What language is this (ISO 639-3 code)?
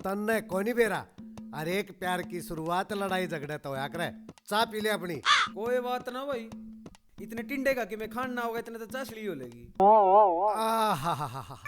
bgc